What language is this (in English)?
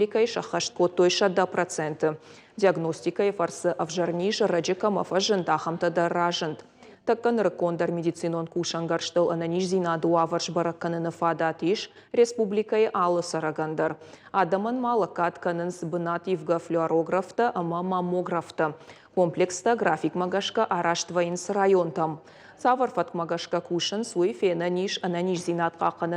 Ossetic